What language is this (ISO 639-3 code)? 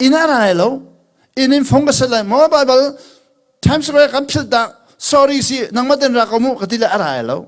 cnh